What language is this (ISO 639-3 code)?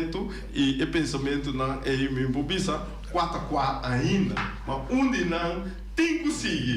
pap